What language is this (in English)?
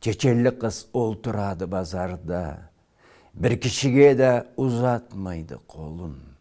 Karachay-Balkar